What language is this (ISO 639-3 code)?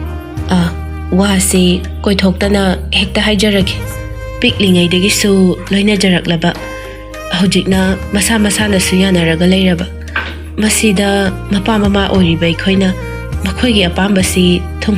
mni